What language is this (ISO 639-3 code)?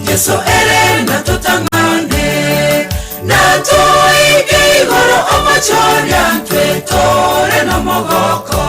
guz